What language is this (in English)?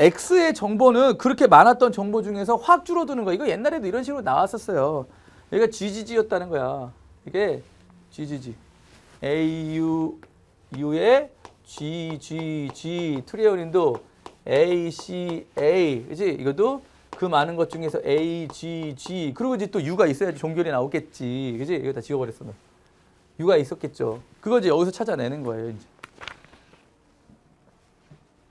Korean